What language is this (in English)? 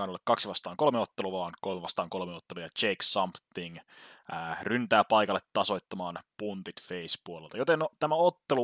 Finnish